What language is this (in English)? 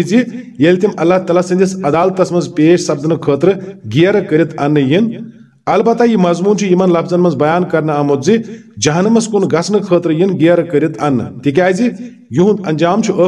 Kashmiri